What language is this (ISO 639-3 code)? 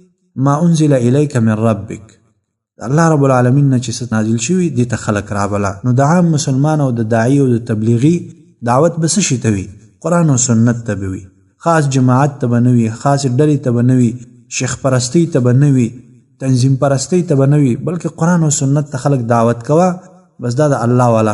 pus